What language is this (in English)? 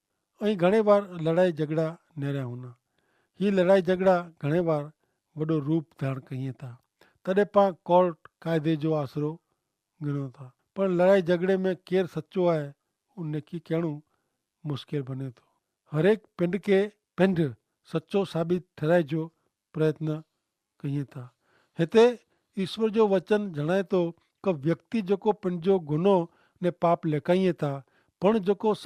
Kachhi